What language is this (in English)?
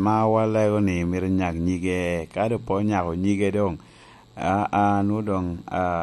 Lango (Uganda)